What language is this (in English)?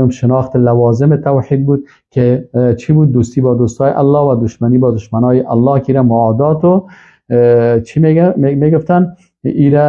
Persian